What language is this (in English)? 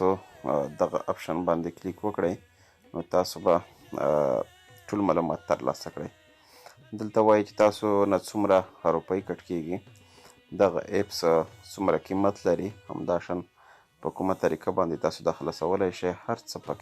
Pashto